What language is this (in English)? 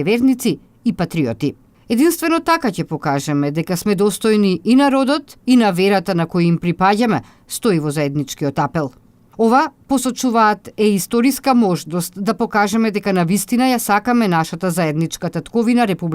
Macedonian